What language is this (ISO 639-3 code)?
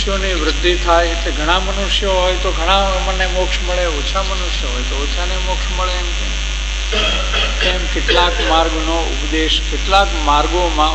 guj